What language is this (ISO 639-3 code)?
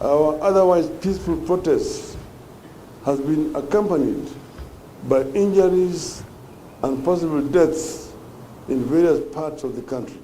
mer